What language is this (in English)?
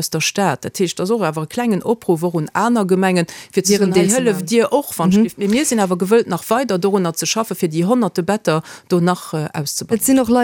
Luxembourgish